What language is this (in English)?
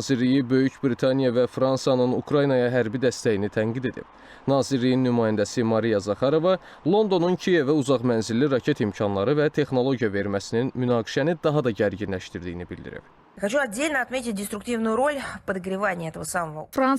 Azerbaijani